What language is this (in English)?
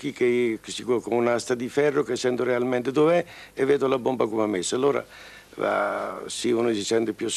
Italian